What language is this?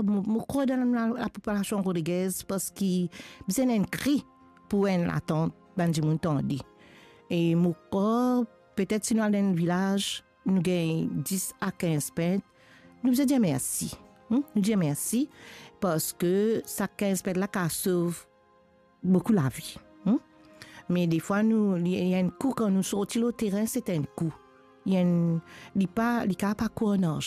Morisyen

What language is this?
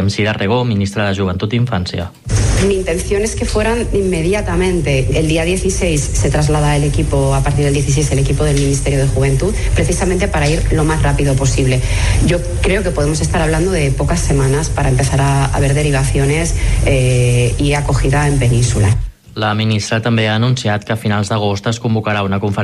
Catalan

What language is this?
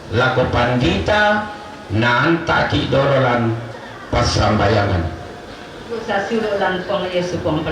Toraja-Sa'dan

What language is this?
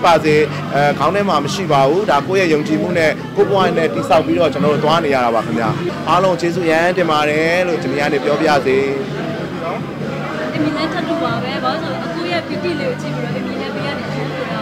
Burmese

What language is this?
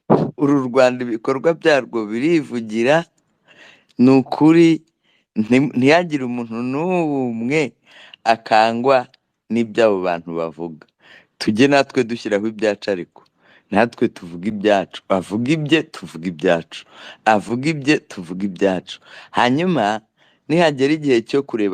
Kinyarwanda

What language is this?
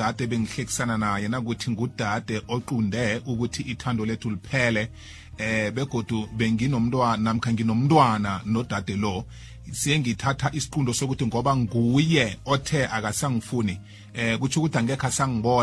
South Ndebele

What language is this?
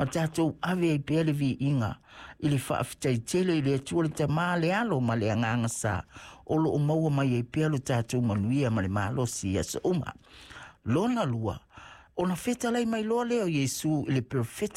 Samoan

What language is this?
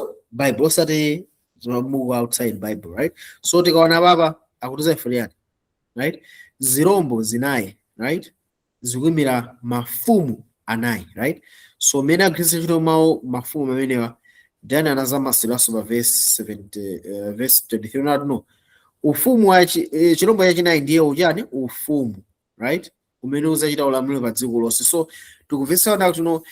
Nyanja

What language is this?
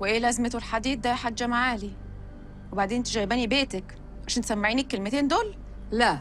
Egyptian Arabic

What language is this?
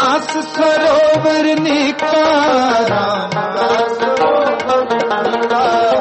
Punjabi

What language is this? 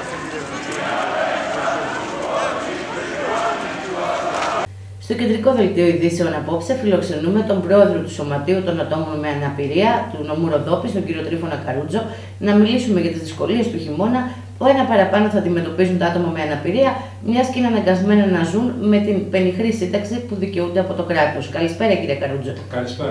Greek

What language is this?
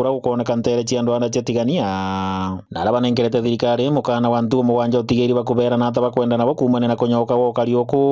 Meru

